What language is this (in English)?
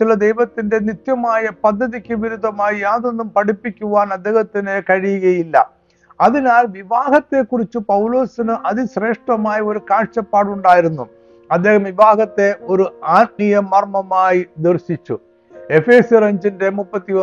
Malayalam